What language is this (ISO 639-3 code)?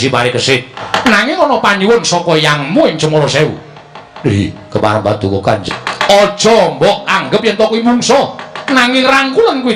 jav